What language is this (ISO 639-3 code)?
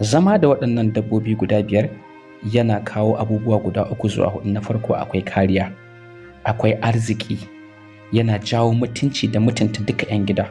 hau